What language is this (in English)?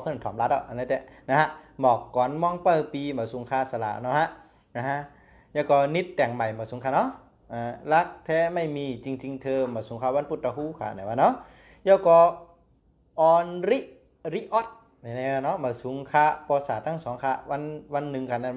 Shan